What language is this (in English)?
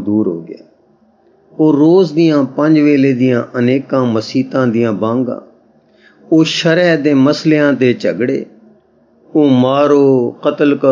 Punjabi